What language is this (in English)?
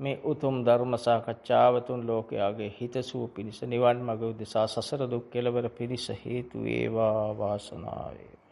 Sinhala